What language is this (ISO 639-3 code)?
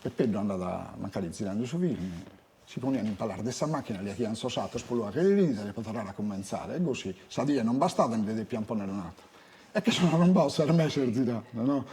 srd